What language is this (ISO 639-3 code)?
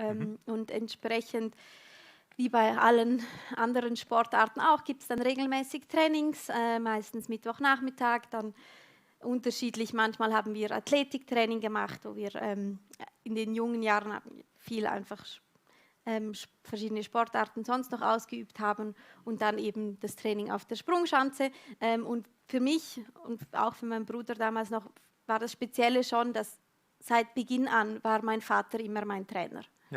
gsw